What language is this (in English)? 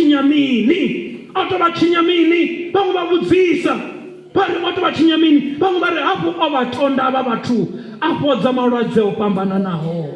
Venda